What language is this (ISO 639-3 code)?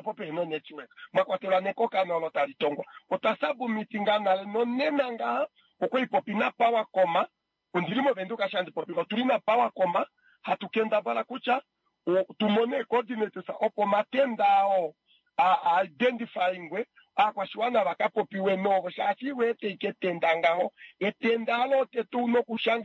kua